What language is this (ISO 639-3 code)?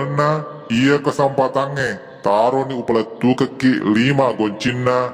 bug